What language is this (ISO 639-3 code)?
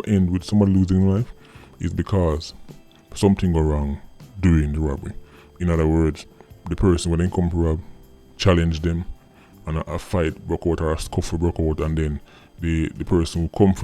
jam